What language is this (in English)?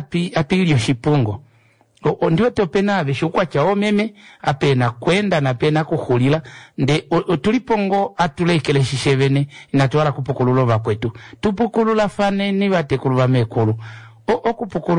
Kuanyama